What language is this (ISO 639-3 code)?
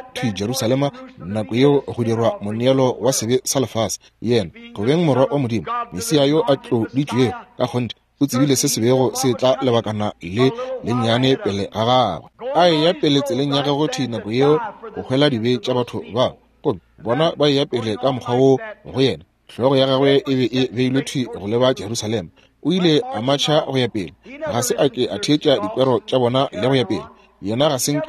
nso